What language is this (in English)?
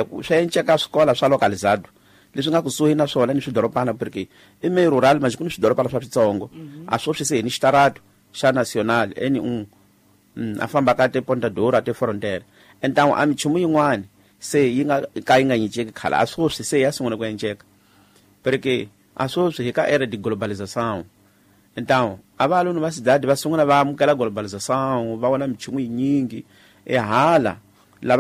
Tsonga